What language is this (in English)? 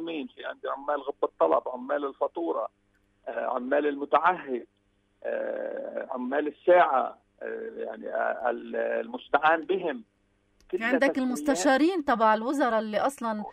North Levantine Arabic